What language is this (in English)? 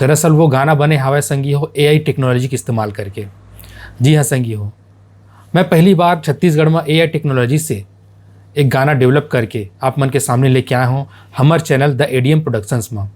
Chhattisgarhi